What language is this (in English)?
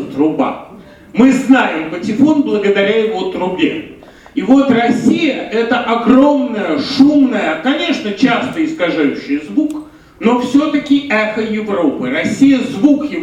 Russian